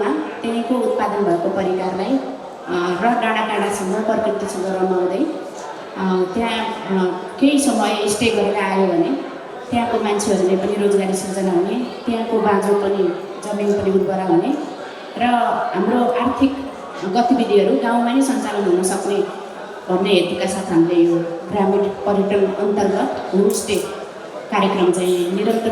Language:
Nepali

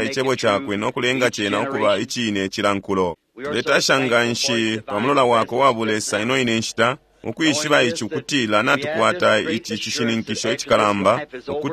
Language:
Bemba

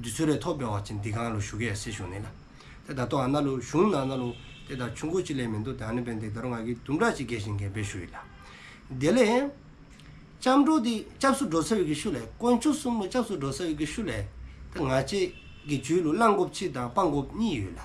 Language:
Dzongkha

